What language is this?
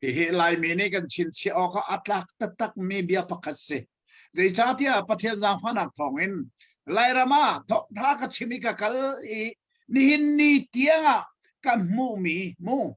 Hakha Chin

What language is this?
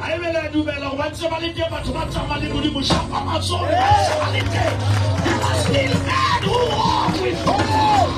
Southern Sotho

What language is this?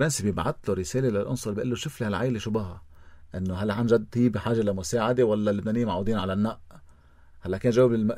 North Levantine Arabic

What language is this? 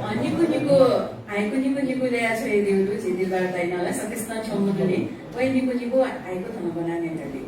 Newari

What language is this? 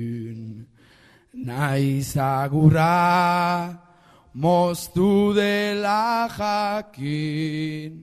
Basque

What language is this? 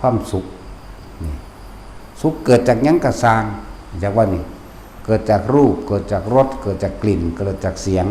Northeastern Thai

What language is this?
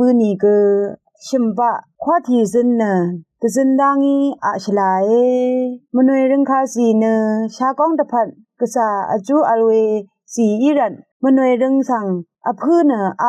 Rawang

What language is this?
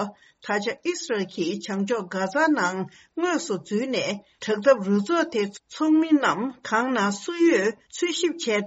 Tibetan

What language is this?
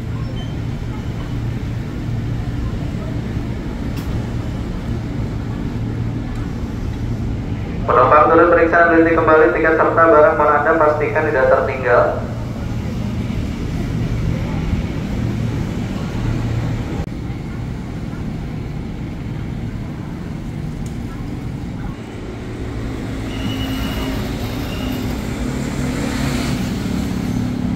Indonesian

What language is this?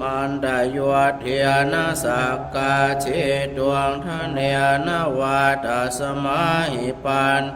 Pali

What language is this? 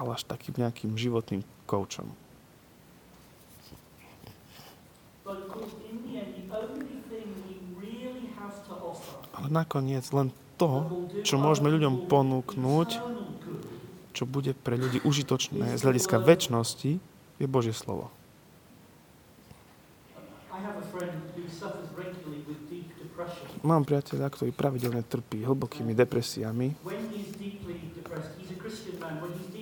Slovak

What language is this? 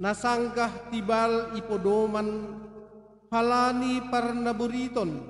Batak Simalungun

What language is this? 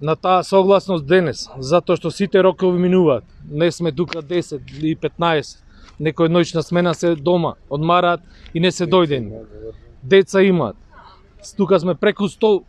Macedonian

